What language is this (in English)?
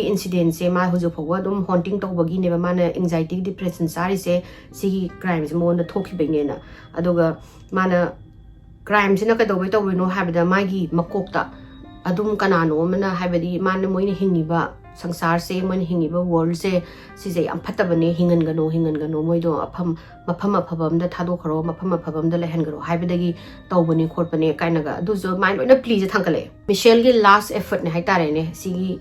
Manipuri